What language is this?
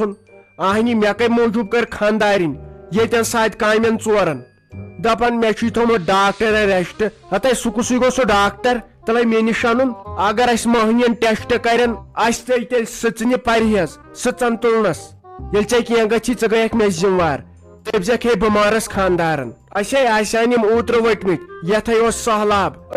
Kashmiri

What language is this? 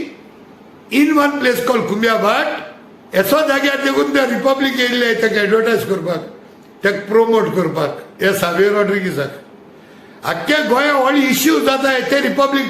Konkani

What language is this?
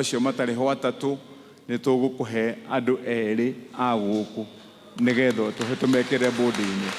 Kikuyu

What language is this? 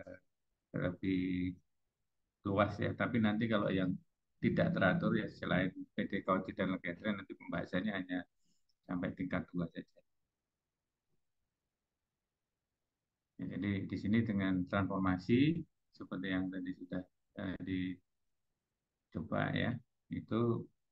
Indonesian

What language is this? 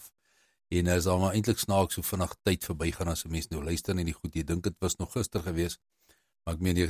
Afrikaans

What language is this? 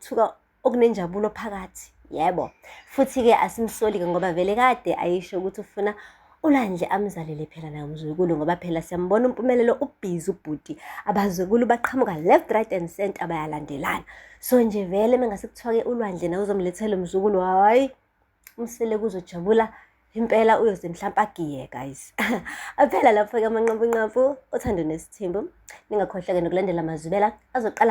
Zulu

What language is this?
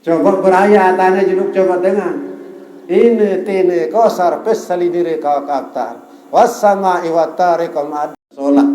Sasak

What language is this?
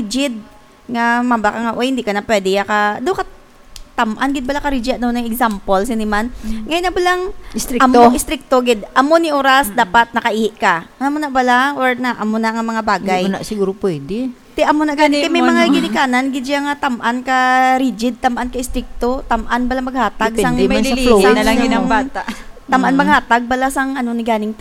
Hiligaynon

